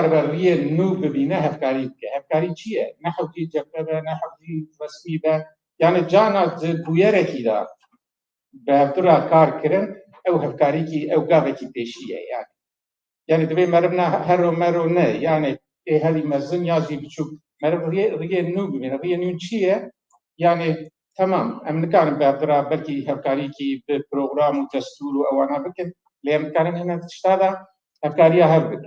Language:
Kurdish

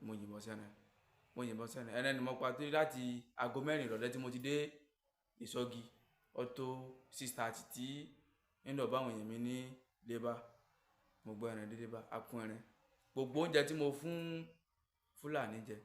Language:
Yoruba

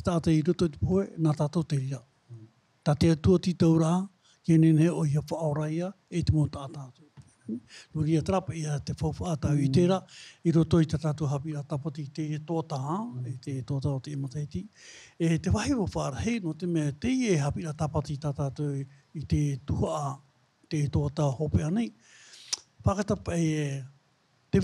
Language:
Tahitian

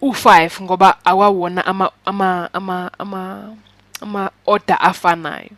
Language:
Zulu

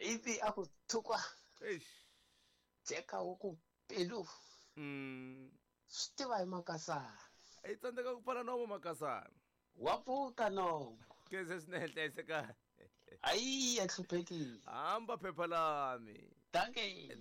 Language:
Tsonga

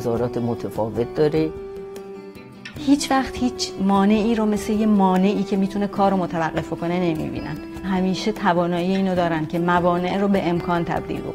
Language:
Persian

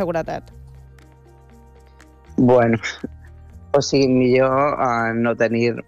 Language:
Catalan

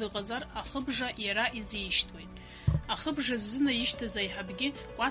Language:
Abkhazian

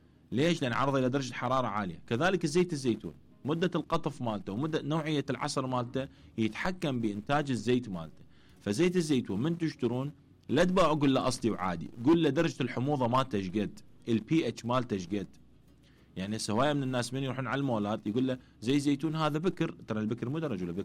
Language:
Mesopotamian Arabic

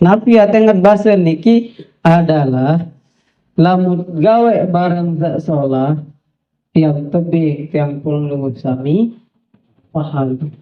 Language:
Sasak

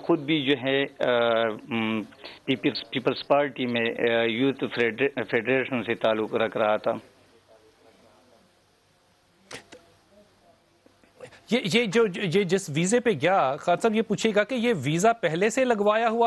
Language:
Urdu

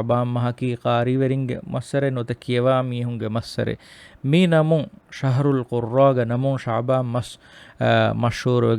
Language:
Divehi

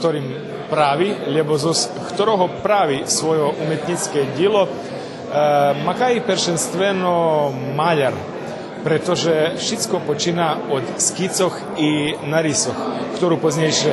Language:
Rusyn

